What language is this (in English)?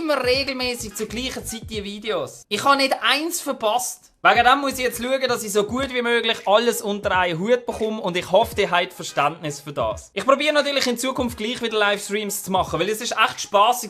Swiss German